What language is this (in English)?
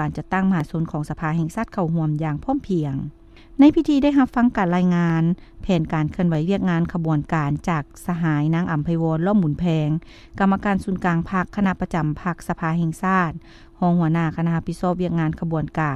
Lao